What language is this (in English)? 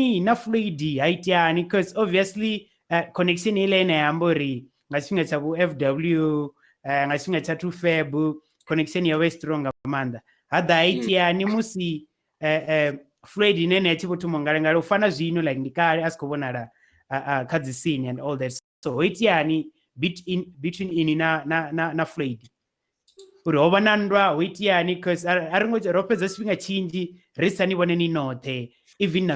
Venda